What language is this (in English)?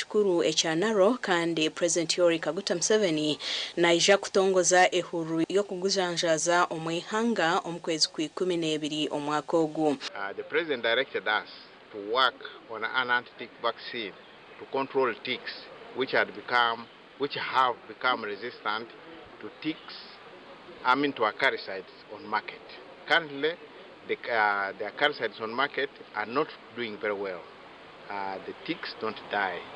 Nyankole